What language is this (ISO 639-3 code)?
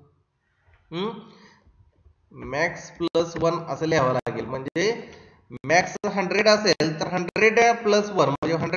mar